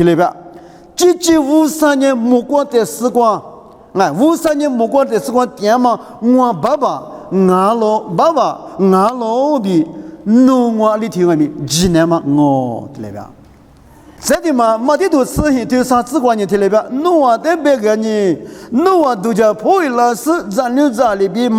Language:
Lisu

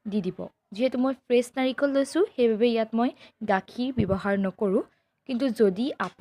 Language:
Assamese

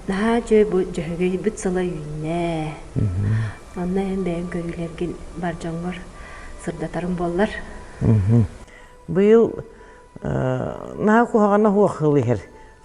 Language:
Yakut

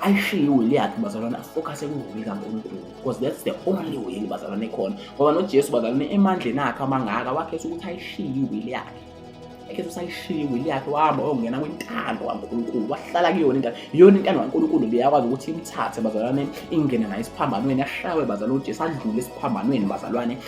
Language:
Zulu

